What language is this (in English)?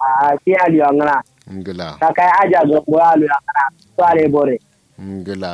Kanuri